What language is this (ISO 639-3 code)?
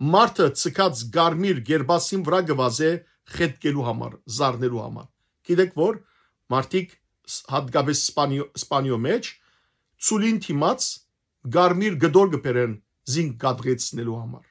hyw